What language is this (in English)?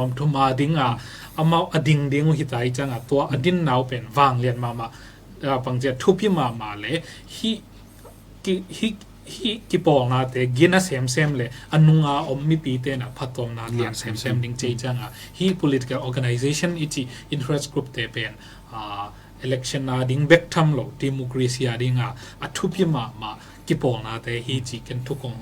Tedim Chin